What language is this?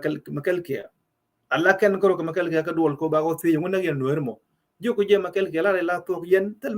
Nuer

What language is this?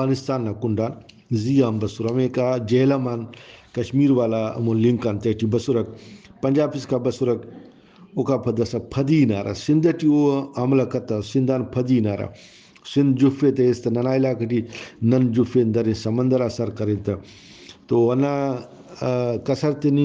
Brahui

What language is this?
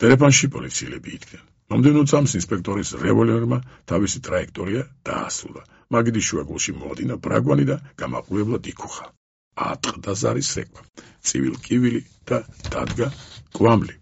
Georgian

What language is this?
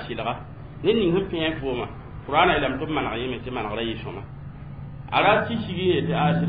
Mossi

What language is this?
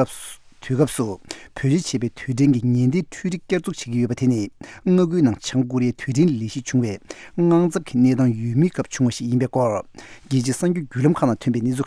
Tibetan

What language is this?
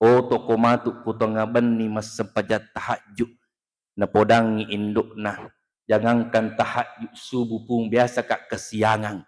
Buginese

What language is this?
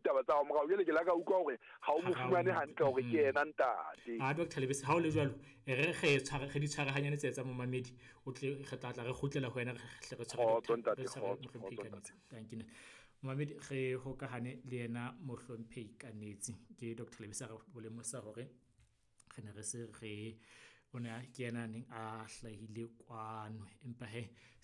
Southern Sotho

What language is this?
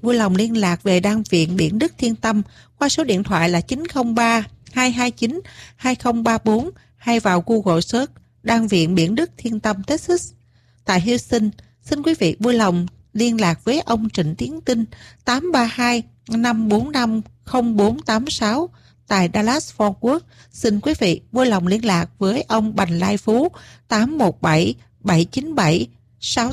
Vietnamese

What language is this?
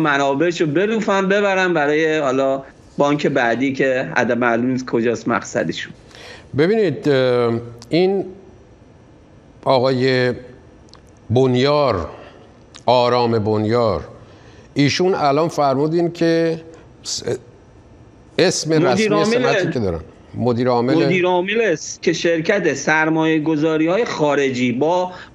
Persian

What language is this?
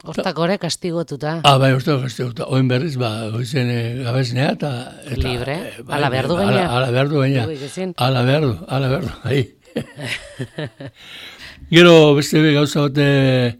Basque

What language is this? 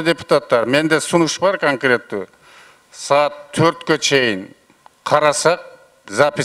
Kyrgyz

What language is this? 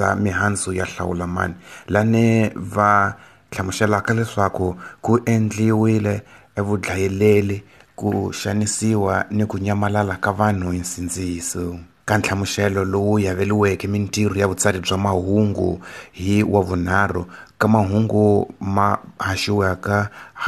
Tsonga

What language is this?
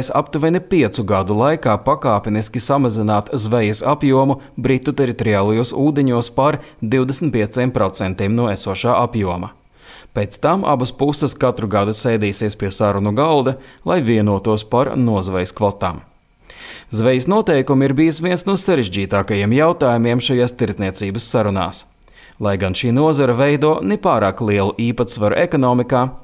Latvian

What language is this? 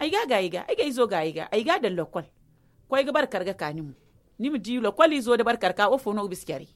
Zarma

